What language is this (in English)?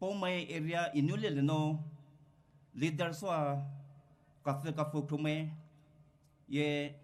Poumei Naga